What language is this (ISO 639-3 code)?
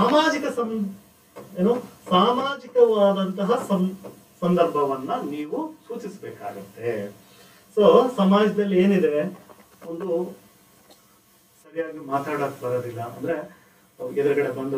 kan